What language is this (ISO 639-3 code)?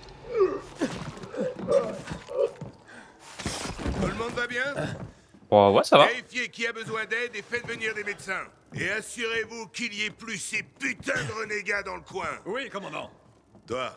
fra